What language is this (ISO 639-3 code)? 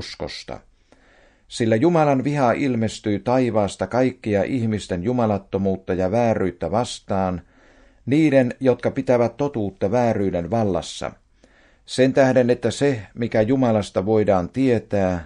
fin